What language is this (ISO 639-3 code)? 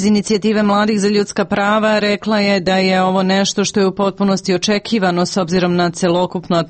srp